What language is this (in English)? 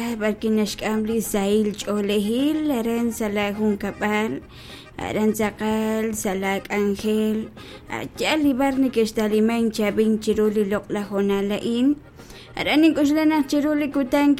Kekchí